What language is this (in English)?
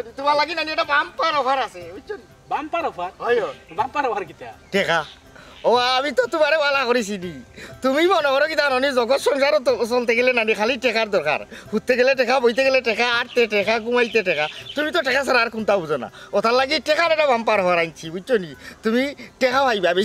Sylheti